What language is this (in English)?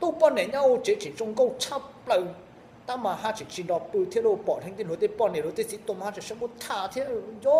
Hmong